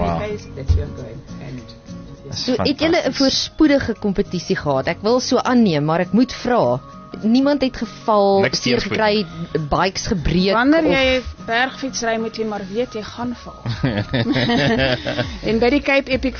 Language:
Afrikaans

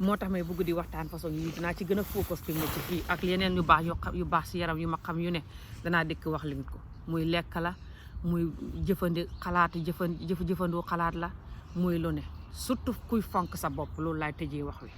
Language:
Wolof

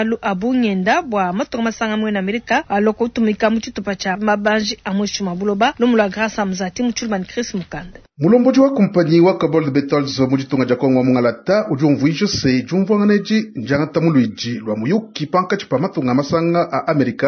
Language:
Luba-Lulua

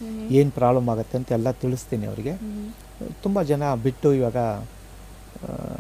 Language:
Kannada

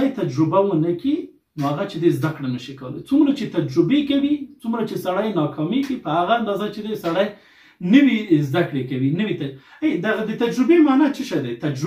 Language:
Pashto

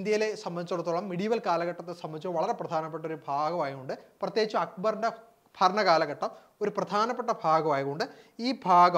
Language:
Malayalam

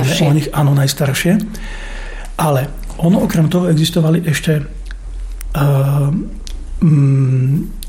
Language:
Slovak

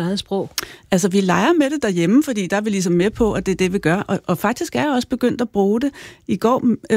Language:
Danish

